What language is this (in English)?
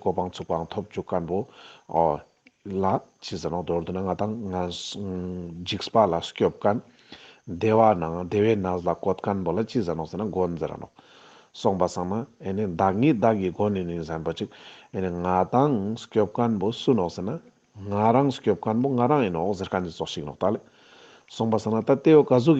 Ladakhi